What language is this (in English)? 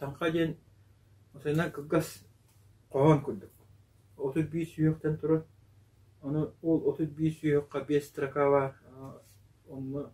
Yakut